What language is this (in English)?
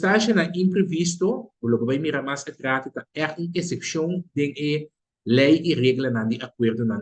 Papiamento